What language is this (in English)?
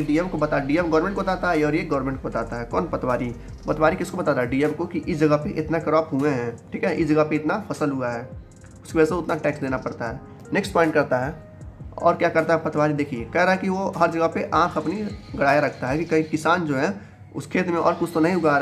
Hindi